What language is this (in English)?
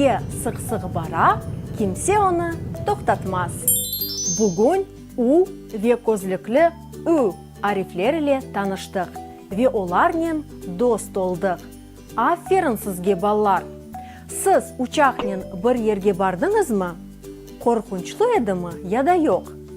Crimean Tatar